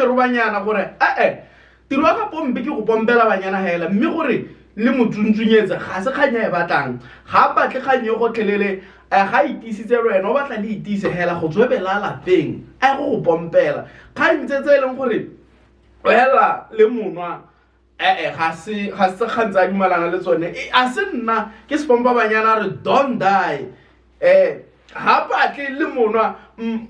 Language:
Tswana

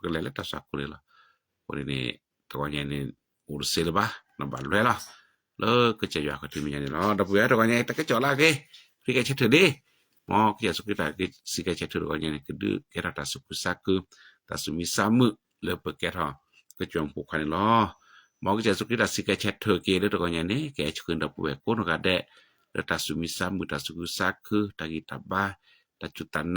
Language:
S'gaw Karen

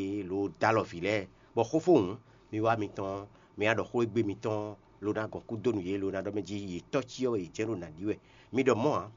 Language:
Fon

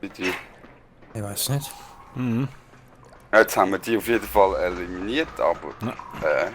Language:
Swiss German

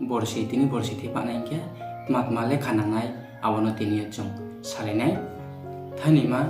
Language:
Riang (India)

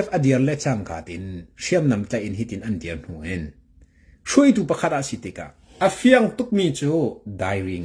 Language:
Hakha Chin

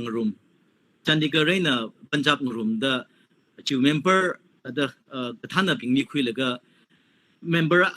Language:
Tangkhul Naga (India)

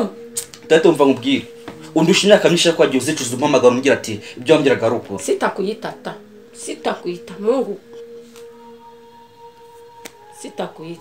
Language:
Kinyarwanda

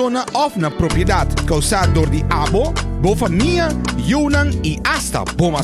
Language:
Papiamento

